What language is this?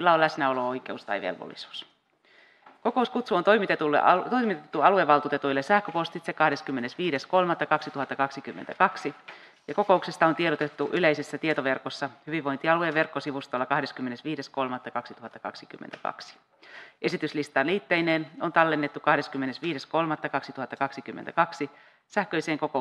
Finnish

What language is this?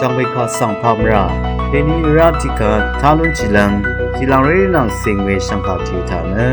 Rawang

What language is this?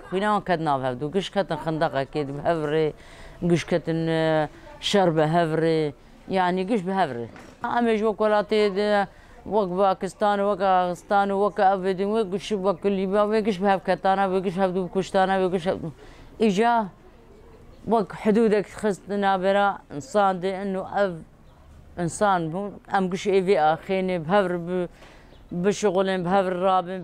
Kurdish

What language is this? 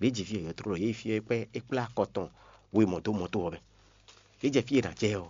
Fon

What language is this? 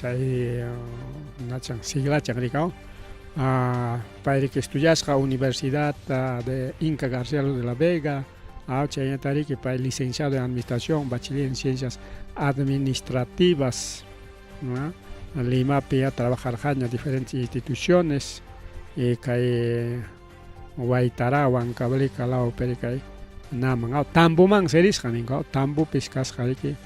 Ayacucho Quechua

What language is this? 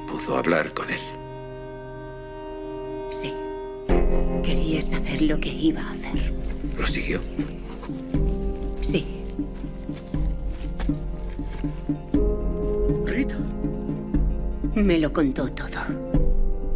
Spanish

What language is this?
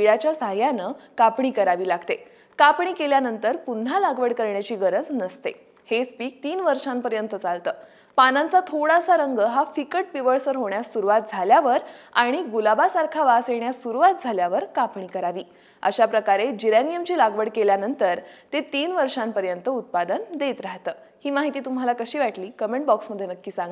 Marathi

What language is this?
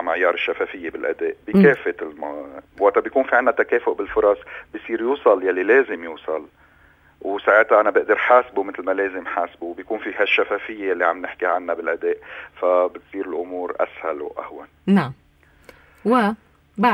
North Levantine Arabic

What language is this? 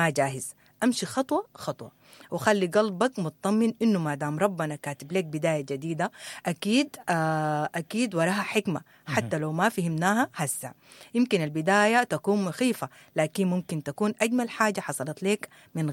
Sudanese Arabic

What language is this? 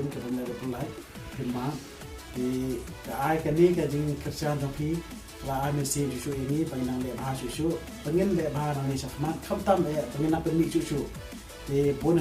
Khasi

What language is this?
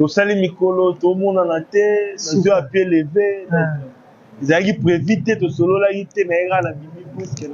Lingala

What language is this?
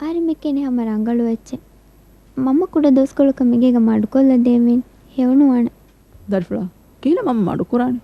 Divehi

